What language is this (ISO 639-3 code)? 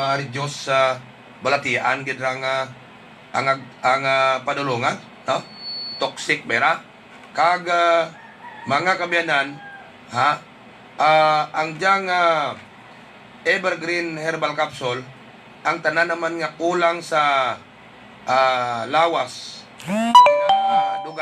hil